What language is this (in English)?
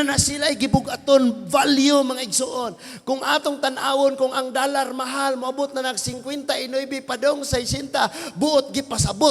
Cebuano